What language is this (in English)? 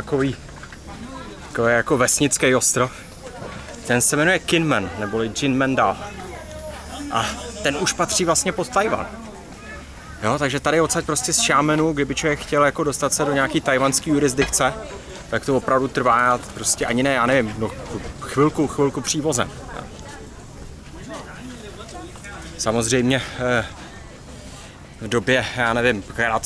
Czech